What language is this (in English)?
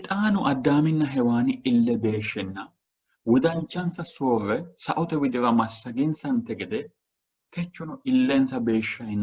Sidamo